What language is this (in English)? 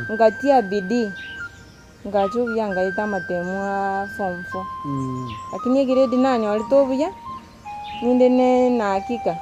Gusii